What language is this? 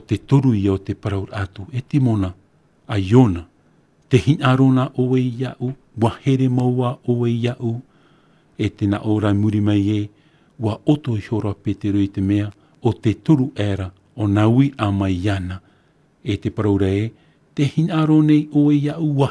Tahitian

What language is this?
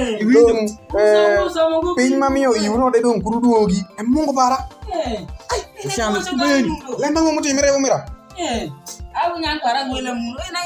Alur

